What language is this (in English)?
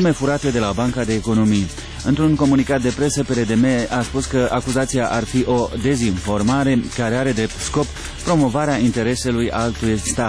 Romanian